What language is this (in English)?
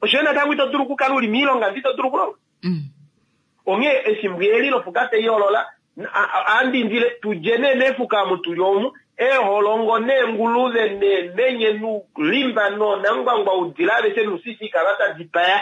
Kuanyama